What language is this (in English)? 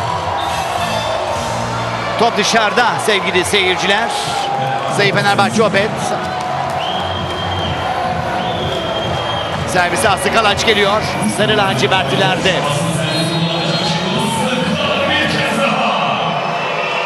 Turkish